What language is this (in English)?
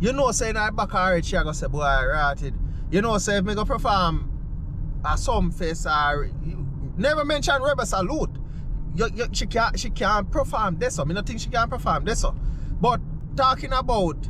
Jamaican Creole English